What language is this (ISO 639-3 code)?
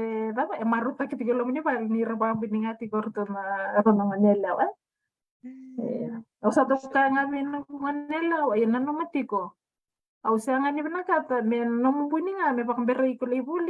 fij